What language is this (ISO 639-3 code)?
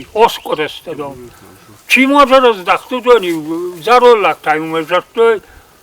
oss